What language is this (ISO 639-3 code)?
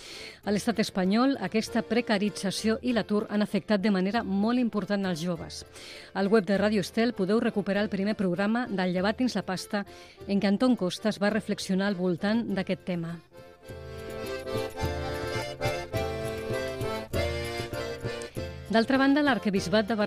cat